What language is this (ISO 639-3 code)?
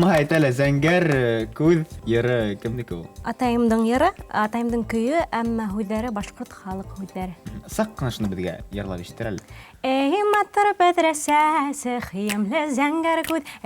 bak